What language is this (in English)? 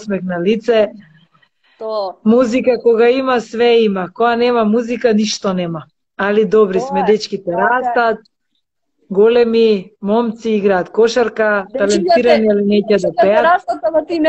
Macedonian